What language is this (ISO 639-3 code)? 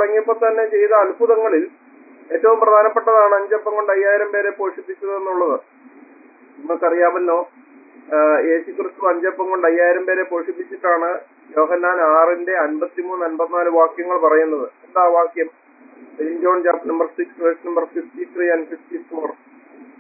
mal